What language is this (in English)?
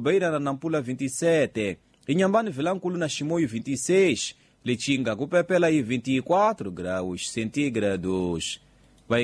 Tsonga